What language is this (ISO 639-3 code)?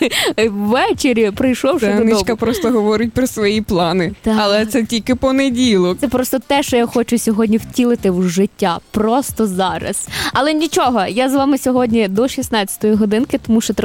ukr